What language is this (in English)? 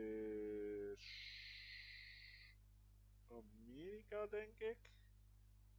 Dutch